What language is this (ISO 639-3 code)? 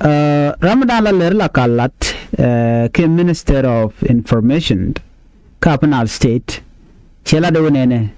nus